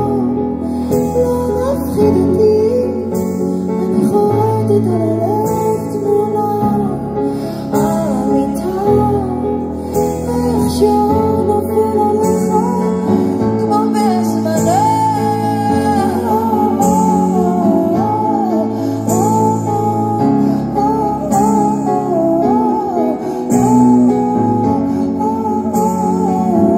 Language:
Hebrew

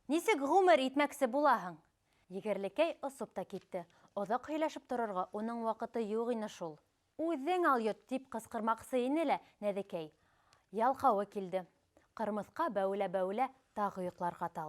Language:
Bashkir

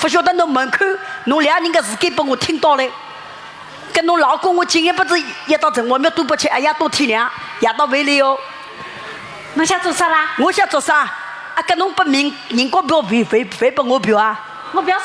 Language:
Wu Chinese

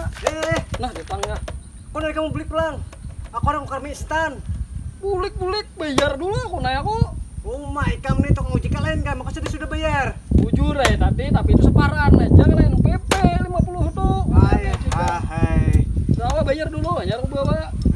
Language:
Banjar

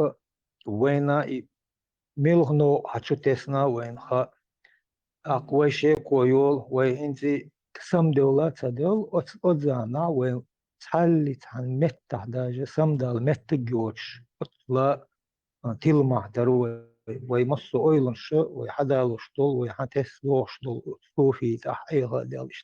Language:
Chechen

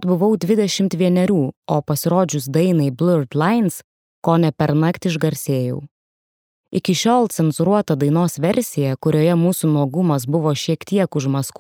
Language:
Lithuanian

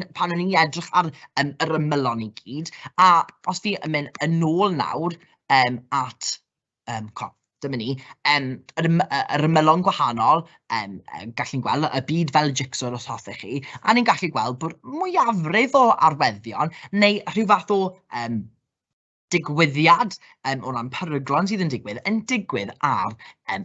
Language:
Welsh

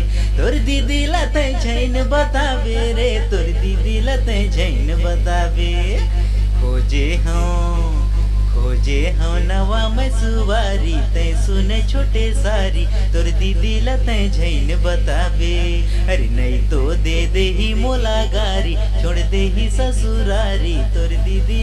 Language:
Chhattisgarhi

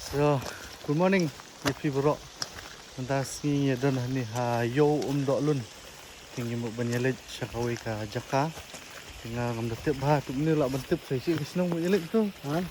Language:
Khasi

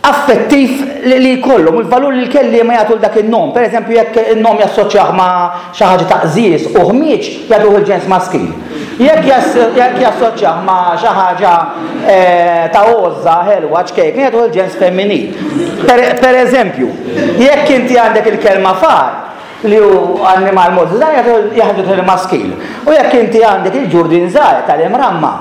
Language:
Maltese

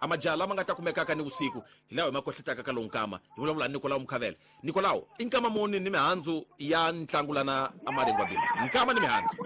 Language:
Tsonga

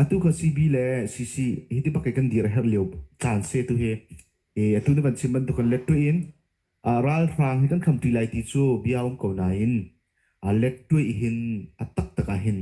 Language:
Hakha Chin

